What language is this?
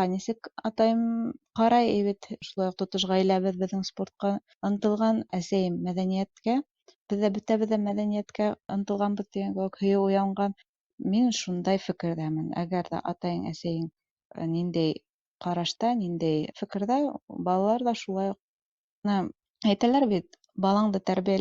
Bashkir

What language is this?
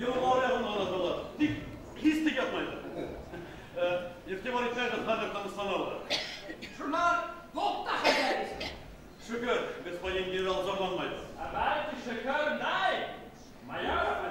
Bashkir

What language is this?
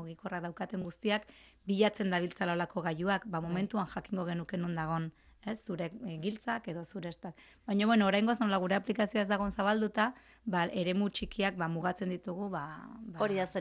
Basque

